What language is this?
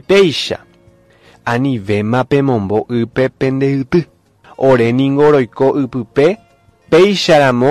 Guarani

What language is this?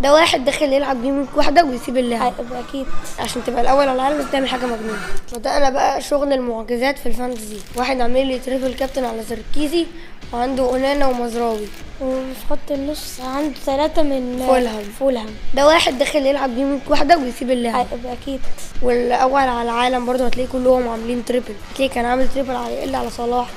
Egyptian Arabic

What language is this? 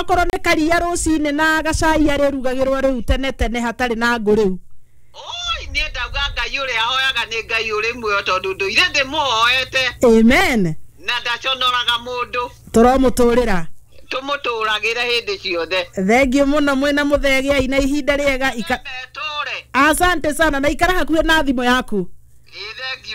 Kikuyu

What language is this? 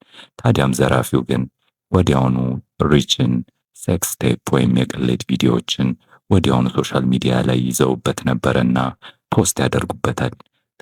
Amharic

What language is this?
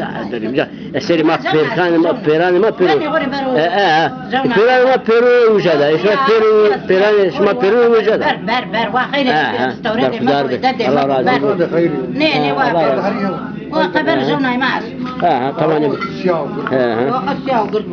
Zaza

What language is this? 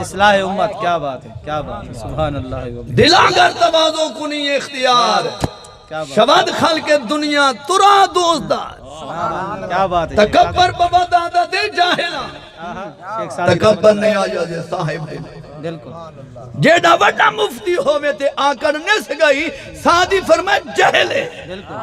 Saraiki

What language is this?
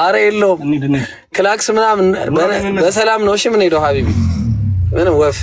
Amharic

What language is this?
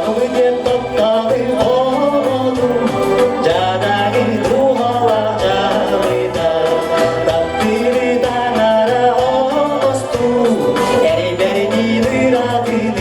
Yakut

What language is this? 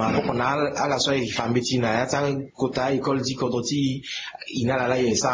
Sango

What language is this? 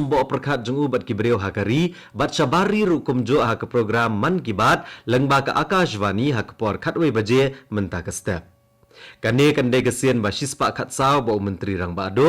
Khasi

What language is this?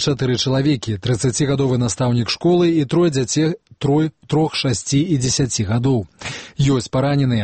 Belarusian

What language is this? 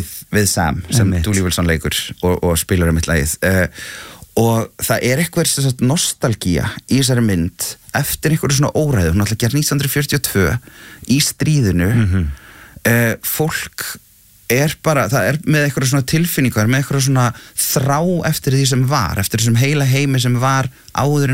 Icelandic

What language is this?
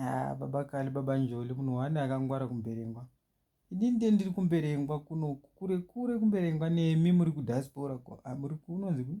Shona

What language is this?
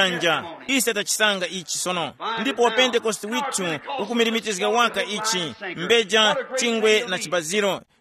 Tumbuka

